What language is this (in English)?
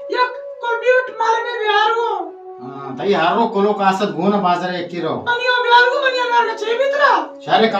Baluchi